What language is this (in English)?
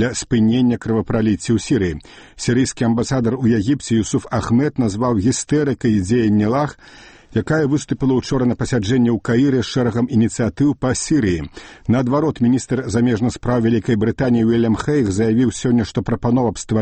Belarusian